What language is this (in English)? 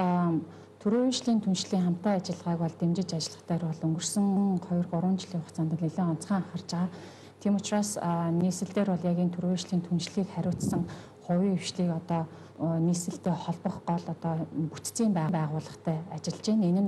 Mongolian